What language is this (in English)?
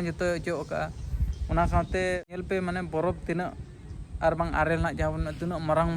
Santali